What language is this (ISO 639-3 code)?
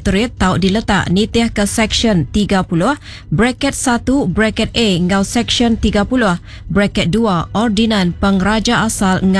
iba